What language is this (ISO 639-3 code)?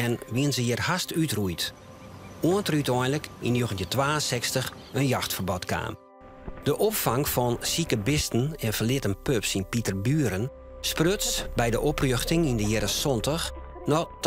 fry